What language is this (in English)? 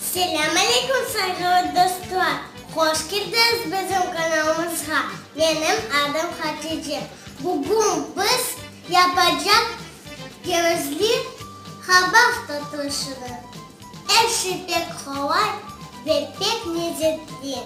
Crimean Tatar